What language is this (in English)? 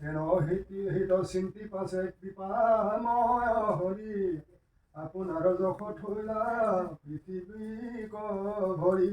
Assamese